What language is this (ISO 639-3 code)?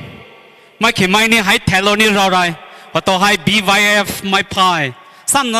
pmx